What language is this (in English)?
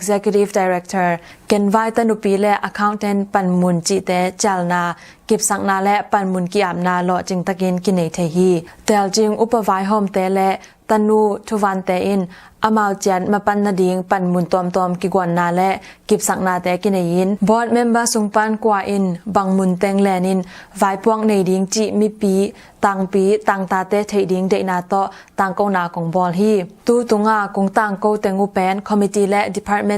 Tedim Chin